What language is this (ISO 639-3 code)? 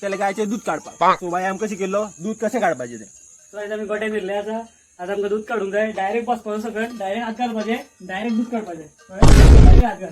kok